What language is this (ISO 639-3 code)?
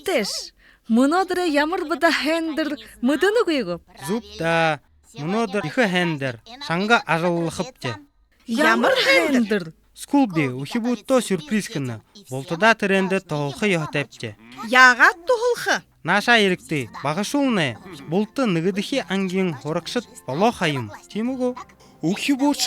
bua